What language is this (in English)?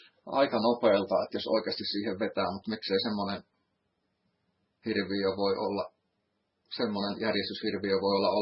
Finnish